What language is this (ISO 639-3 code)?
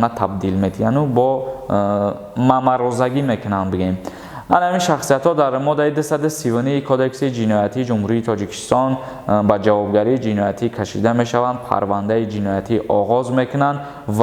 tgk